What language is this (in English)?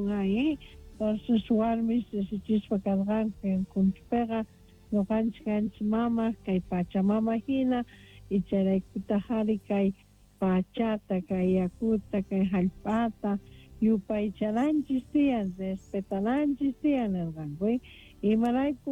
South Bolivian Quechua